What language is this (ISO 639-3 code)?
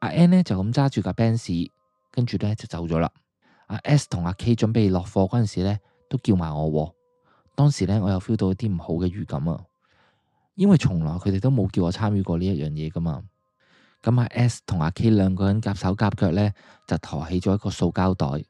yue